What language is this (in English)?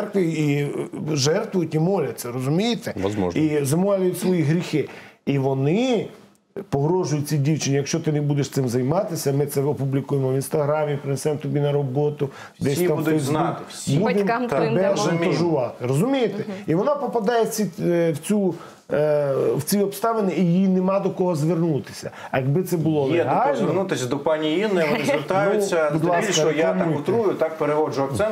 Ukrainian